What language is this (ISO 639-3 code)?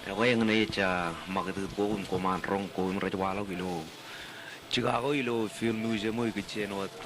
mah